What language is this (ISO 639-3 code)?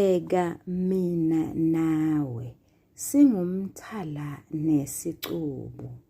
zul